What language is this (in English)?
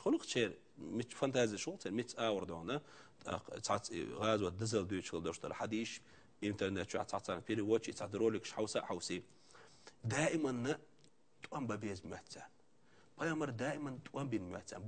Chechen